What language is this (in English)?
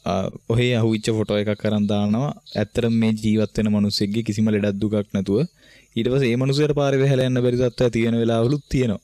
Sinhala